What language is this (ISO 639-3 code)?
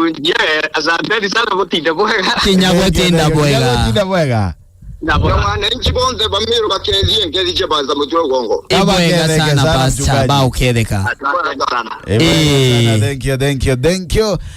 mer